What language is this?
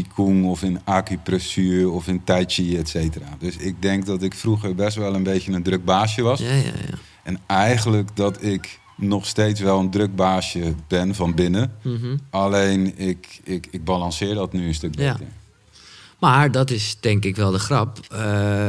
Dutch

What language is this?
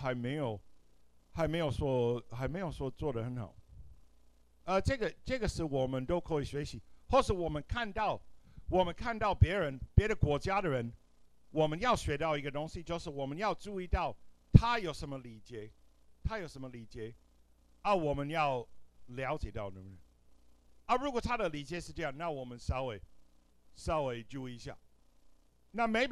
Chinese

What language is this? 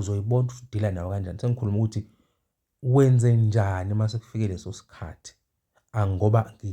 Zulu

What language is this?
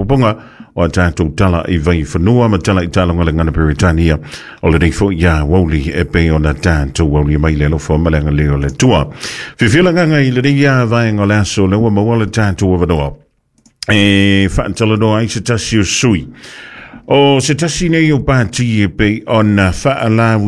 Samoan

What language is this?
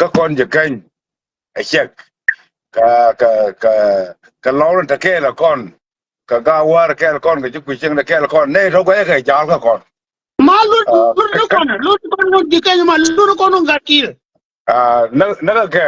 Nuer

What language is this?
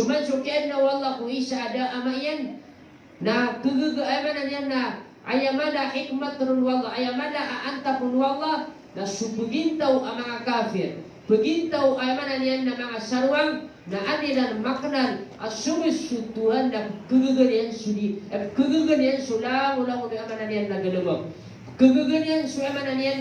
Maranao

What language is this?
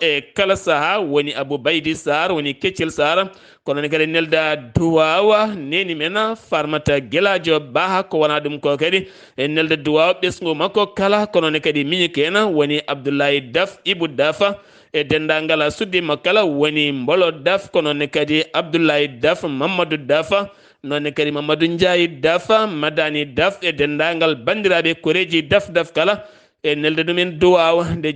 Fula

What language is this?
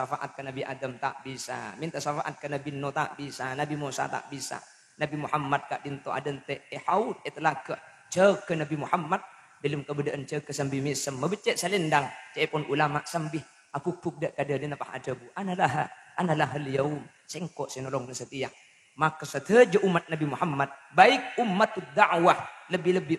Madurese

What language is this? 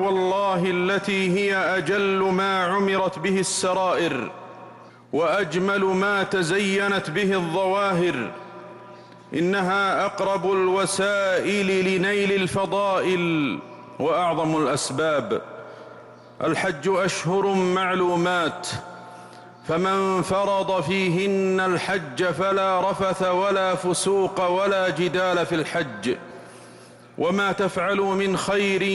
Arabic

